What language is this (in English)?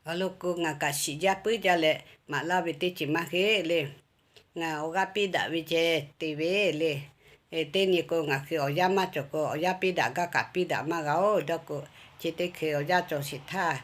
Lahu